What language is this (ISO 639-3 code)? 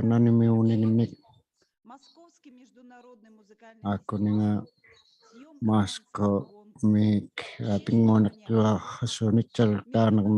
iku